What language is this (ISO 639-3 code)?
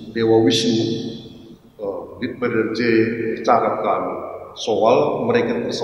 btx